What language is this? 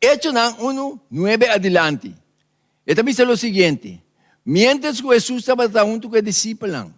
Papiamento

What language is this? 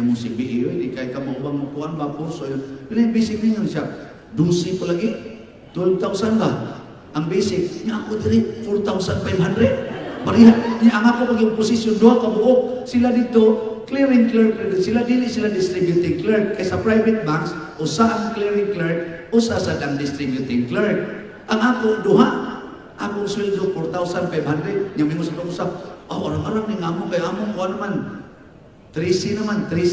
Cebuano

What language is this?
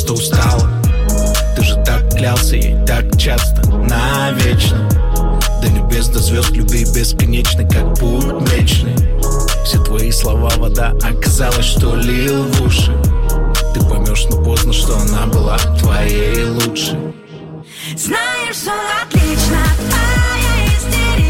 Russian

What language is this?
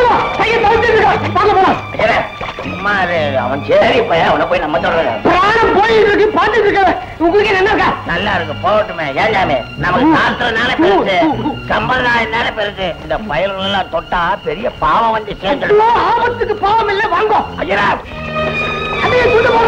Tamil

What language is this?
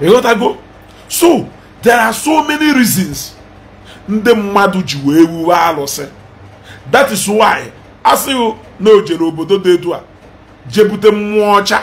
Igbo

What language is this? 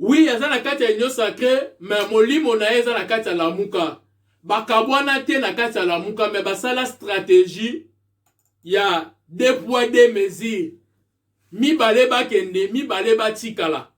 Lingala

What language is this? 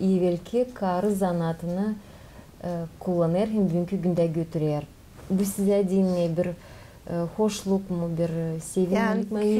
Gagauz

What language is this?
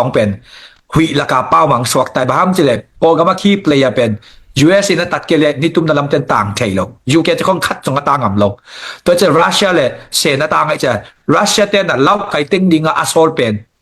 Tedim Chin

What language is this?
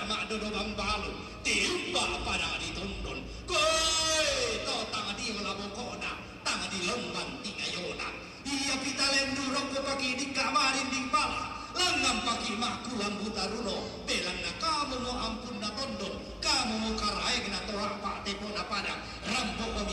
Toraja-Sa'dan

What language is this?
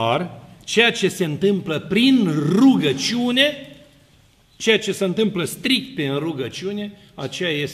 Romanian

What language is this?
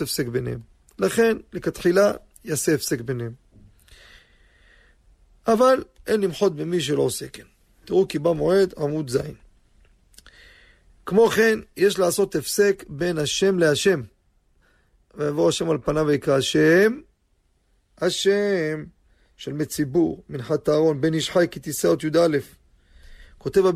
Hebrew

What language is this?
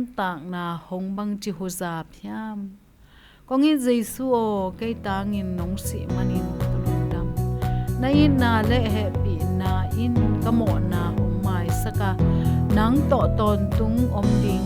Tedim Chin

